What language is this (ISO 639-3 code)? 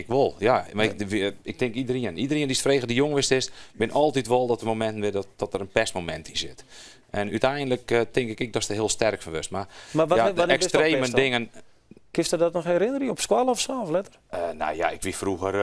fry